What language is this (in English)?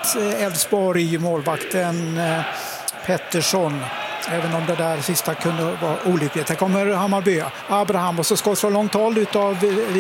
Swedish